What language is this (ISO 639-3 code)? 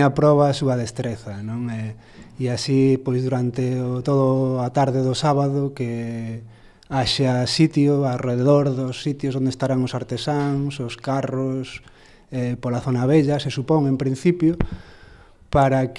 glg